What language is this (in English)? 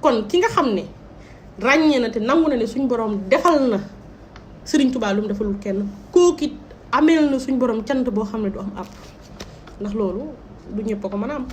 Wolof